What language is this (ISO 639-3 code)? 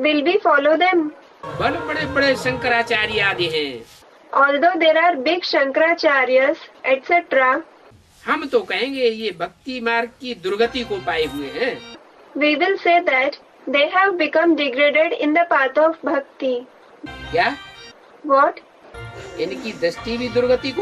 hin